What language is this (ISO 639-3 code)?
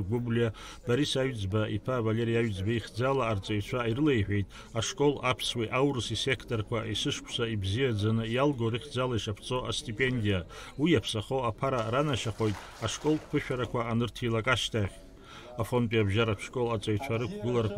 abk